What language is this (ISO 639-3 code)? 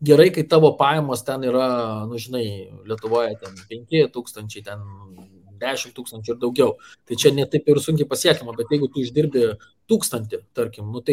lit